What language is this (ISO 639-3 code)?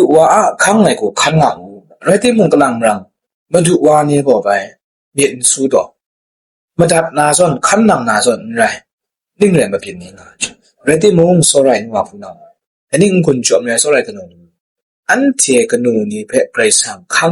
kac